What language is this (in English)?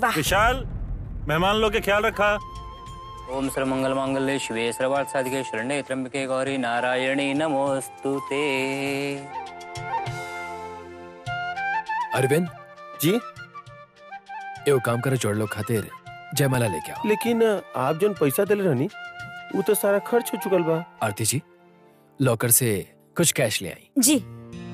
Bhojpuri